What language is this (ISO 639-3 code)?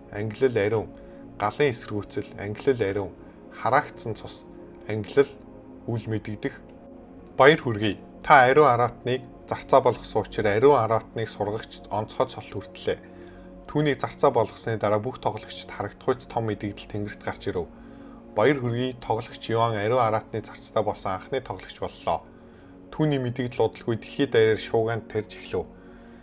mon